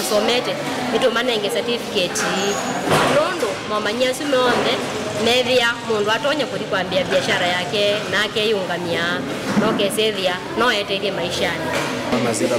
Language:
Kamba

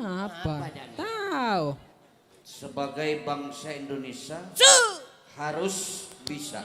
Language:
Madurese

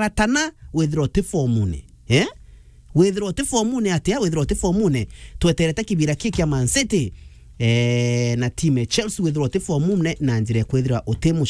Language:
Meru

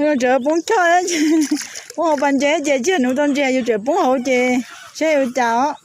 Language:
Hmong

